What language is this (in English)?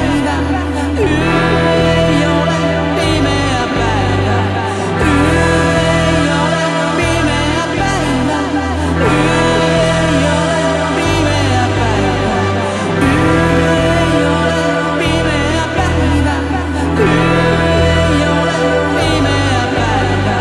Finnish